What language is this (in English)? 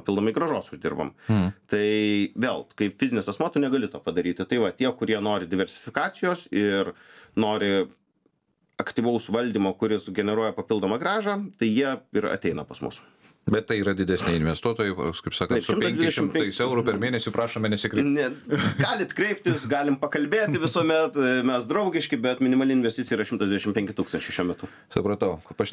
Lithuanian